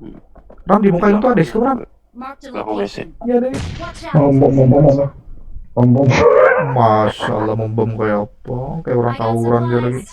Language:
Banjar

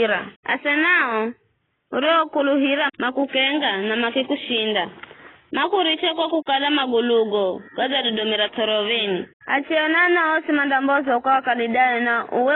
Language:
Giryama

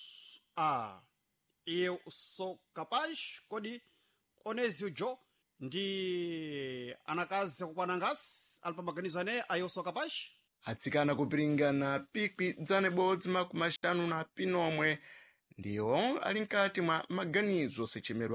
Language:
Sena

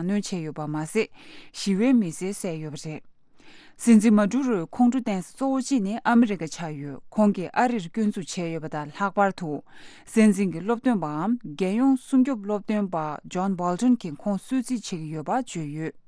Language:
Tibetan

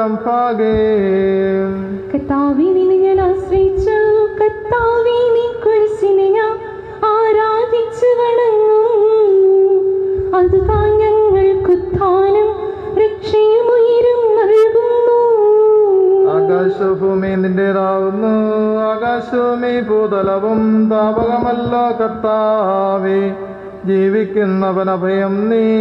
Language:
Malayalam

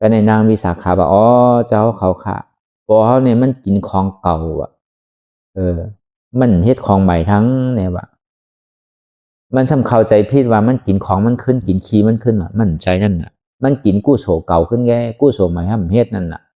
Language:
Shan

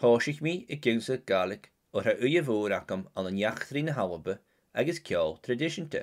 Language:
Scottish Gaelic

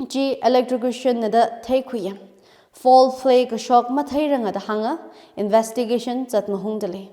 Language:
Tangkhul Naga (India)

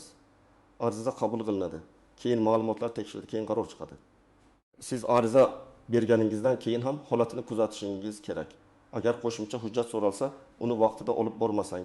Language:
Uzbek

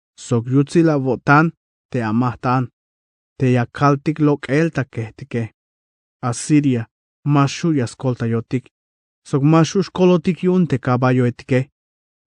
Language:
Tzeltal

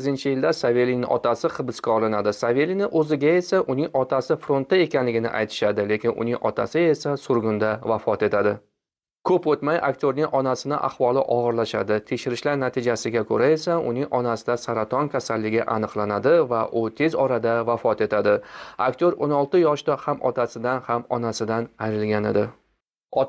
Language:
Uzbek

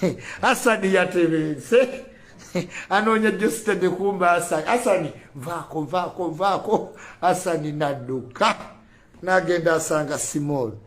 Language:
Ganda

